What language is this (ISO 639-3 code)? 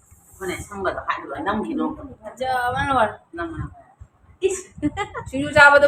mni